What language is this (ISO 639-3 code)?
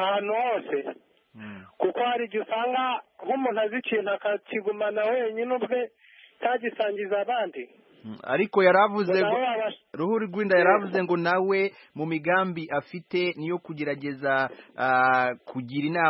kin